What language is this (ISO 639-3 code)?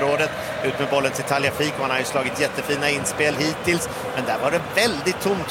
swe